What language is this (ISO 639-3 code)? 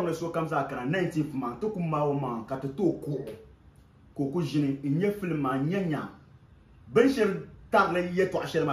dag